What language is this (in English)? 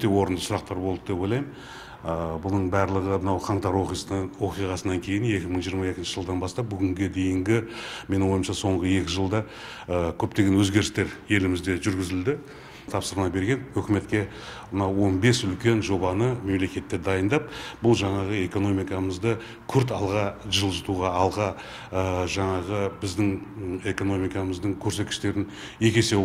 Kazakh